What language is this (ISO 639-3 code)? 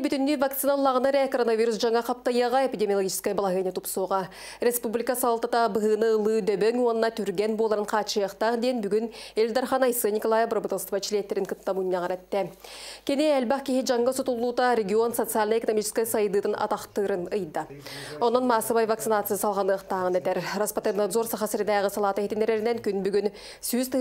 sah